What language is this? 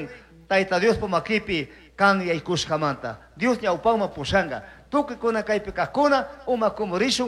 Chimborazo Highland Quichua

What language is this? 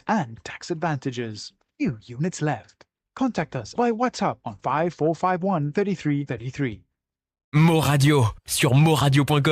Morisyen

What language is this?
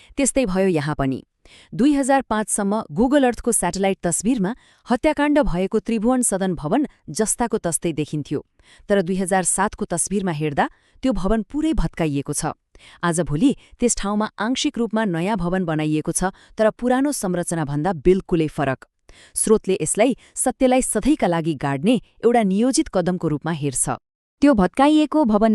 Nepali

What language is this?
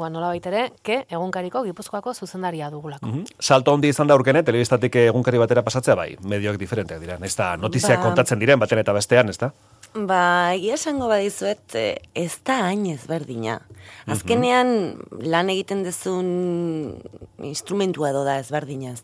Basque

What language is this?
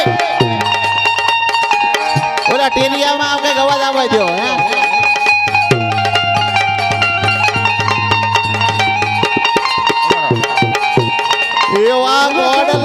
Gujarati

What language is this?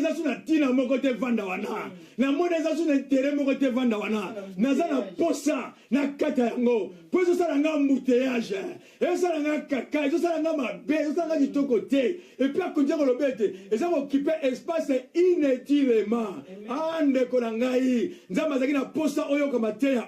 Lingala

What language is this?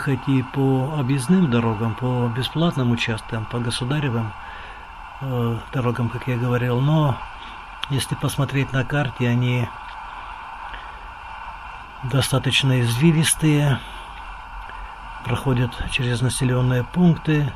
Russian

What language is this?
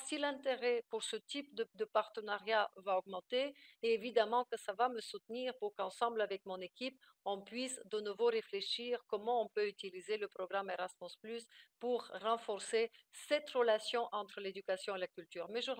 French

